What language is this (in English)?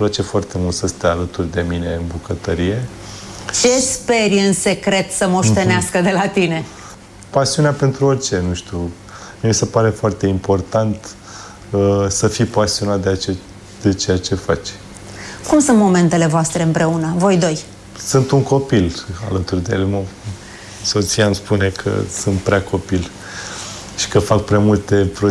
Romanian